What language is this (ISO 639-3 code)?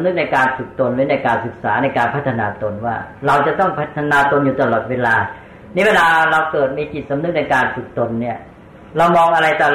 tha